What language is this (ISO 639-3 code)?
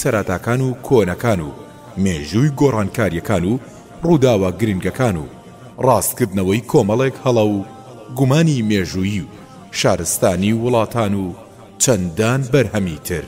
ckb